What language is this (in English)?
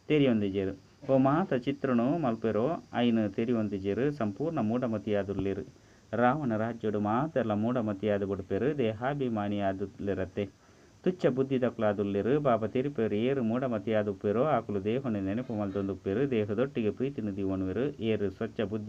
Tulu